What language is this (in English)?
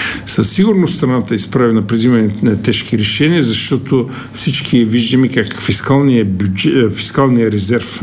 Bulgarian